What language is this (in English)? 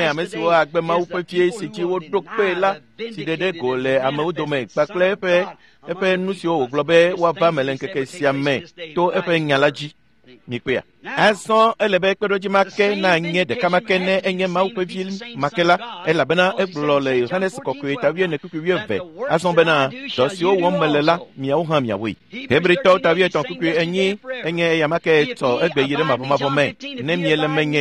Ewe